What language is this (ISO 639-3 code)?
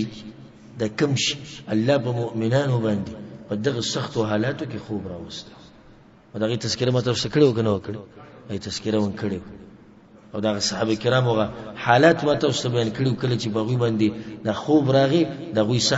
pus